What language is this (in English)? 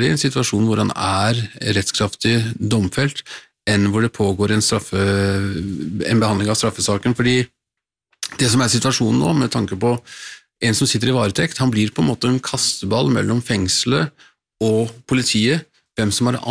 Norwegian